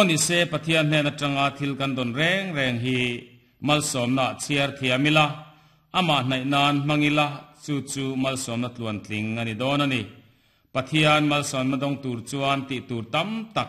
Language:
Mizo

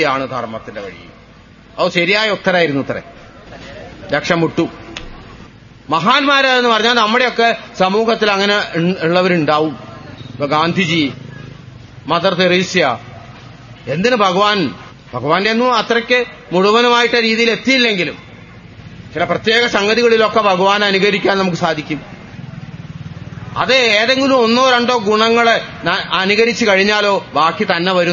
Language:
Malayalam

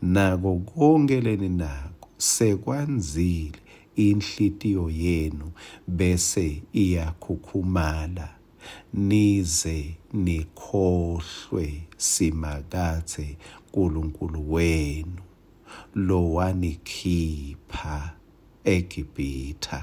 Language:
Swati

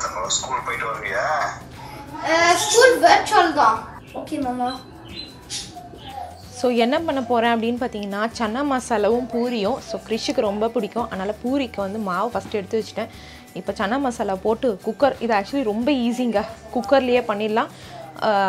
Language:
Tamil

